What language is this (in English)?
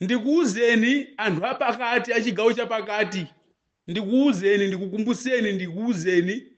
Nyanja